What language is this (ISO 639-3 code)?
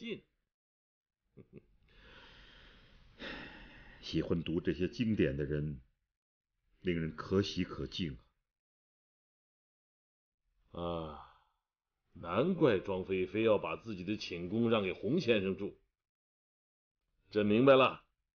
zho